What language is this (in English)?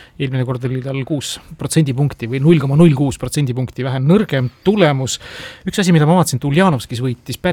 Estonian